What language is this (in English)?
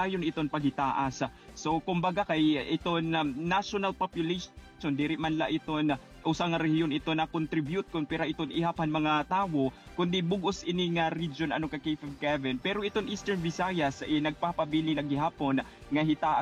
Waray